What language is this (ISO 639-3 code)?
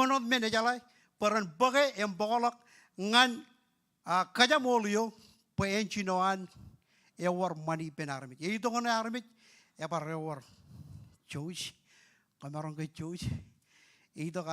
mah